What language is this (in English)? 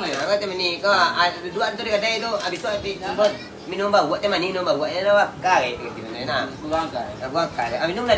Minangkabau